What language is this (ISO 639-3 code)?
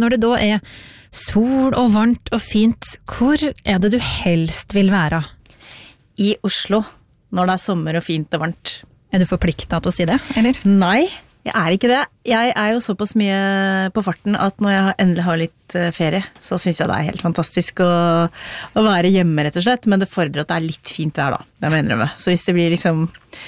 nor